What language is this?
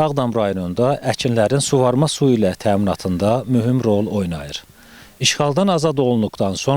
Azerbaijani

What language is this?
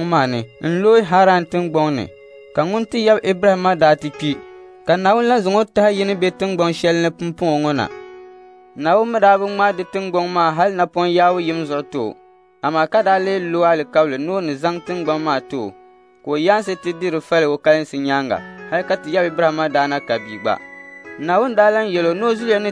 Dagbani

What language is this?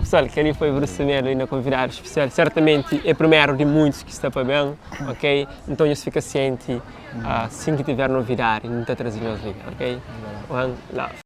Kabuverdianu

